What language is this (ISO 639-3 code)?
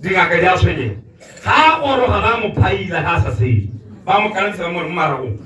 tsn